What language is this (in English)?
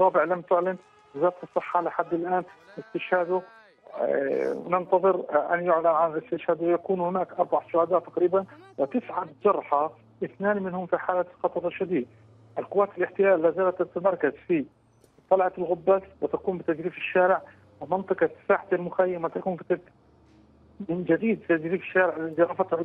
Arabic